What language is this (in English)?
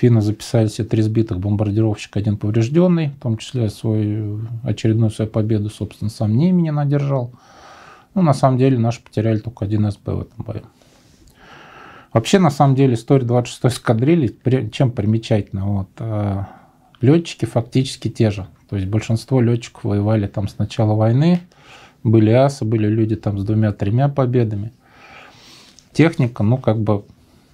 Russian